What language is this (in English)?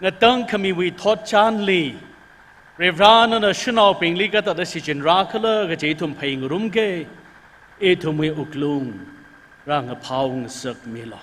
Tangkhul Naga (India)